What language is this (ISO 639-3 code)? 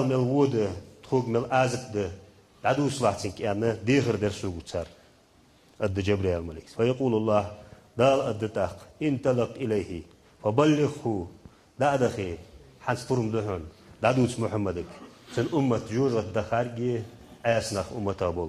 inh